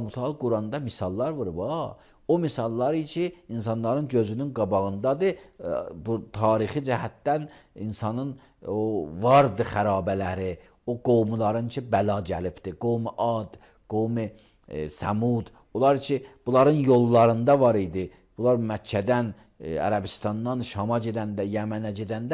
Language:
Azerbaijani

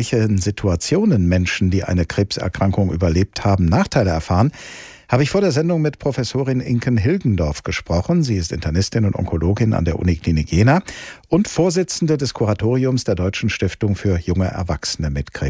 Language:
German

